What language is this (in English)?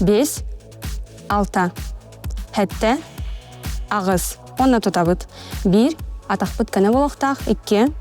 Yakut